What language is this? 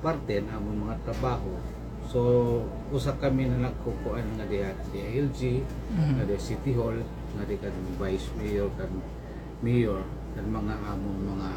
Waray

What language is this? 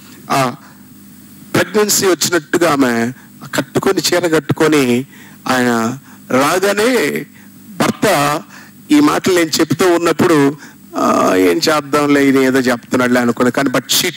Telugu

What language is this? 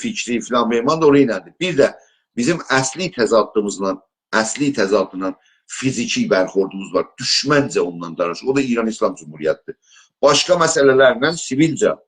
South Azerbaijani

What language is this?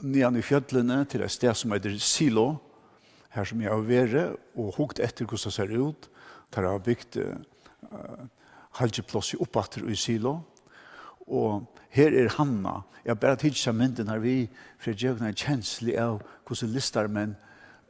Faroese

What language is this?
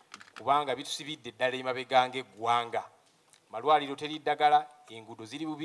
Ganda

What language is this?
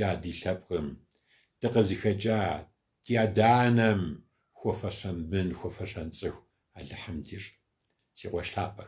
Kabardian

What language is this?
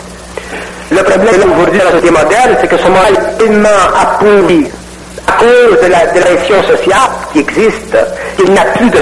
French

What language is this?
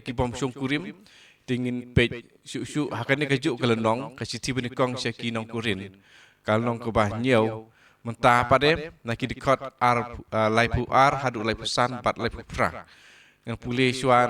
Khasi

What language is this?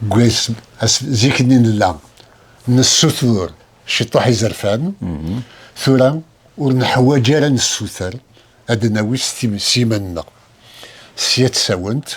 Kabyle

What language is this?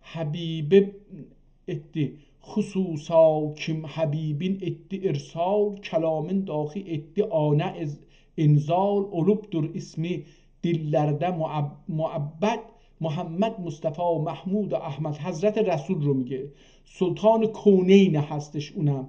South Azerbaijani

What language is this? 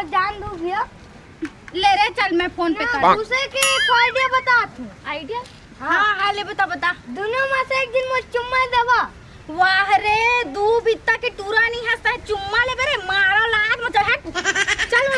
Chhattisgarhi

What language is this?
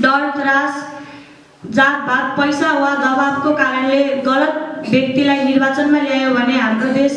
Nepali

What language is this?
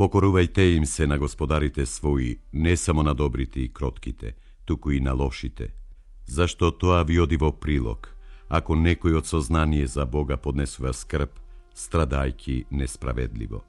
Macedonian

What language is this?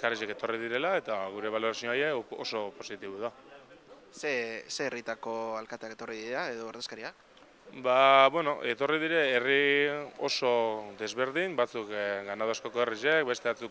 Basque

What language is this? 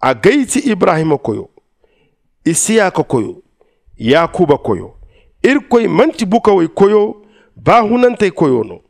Zarma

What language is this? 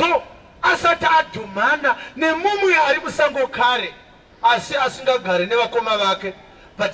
Shona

